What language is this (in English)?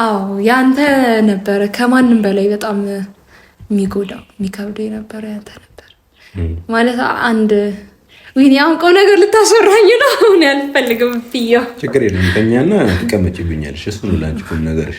Amharic